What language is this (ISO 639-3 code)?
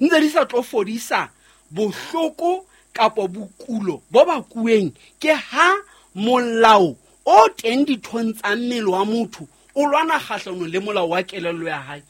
sot